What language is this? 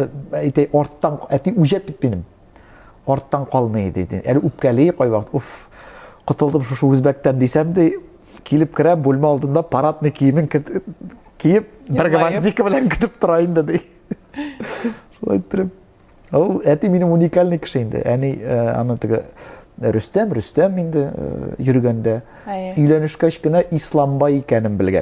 Tatar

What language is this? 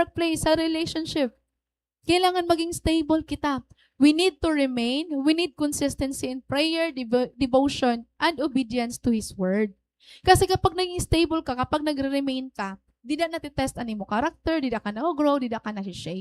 Waray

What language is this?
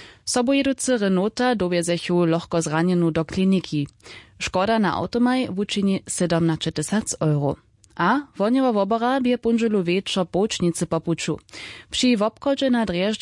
Upper Sorbian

